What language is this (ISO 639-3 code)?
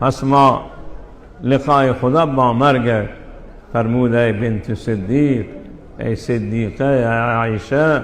fas